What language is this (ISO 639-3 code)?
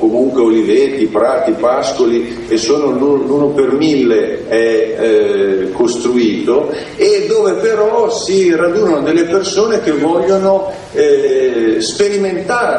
ita